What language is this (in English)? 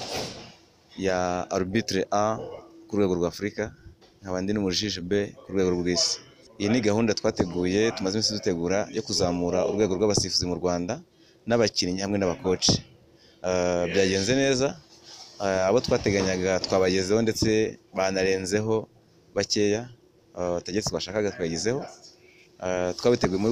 Kinyarwanda